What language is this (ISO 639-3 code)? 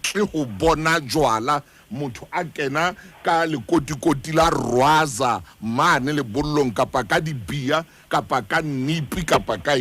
sot